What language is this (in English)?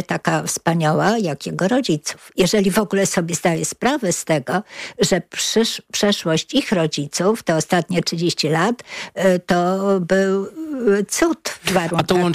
Polish